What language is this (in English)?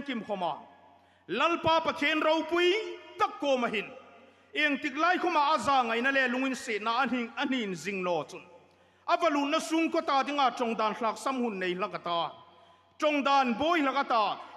Hmar